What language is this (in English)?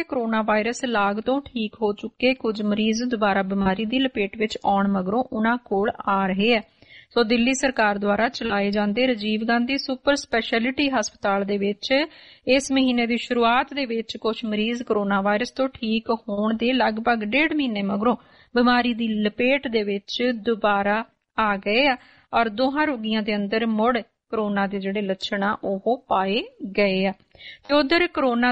Punjabi